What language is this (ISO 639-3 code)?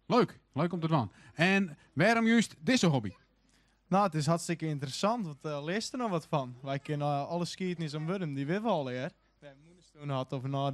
fry